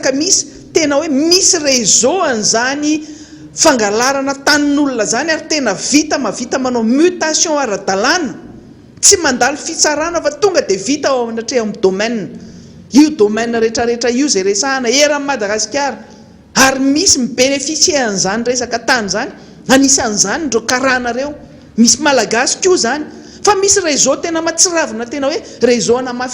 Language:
Malagasy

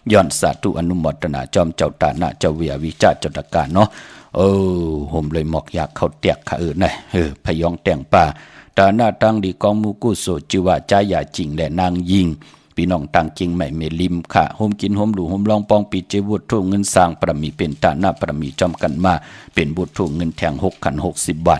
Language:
Shan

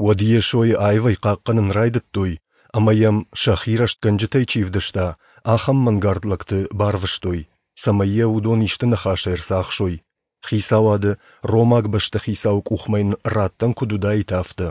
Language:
Ossetic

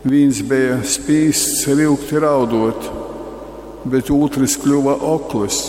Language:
Latgalian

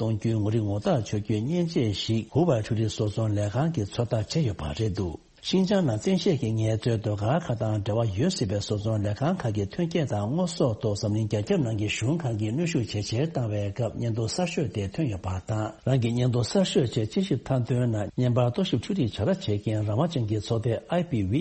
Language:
Tibetan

